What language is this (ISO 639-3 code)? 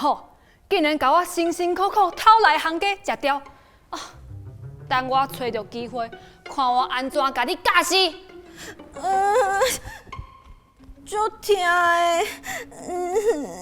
nan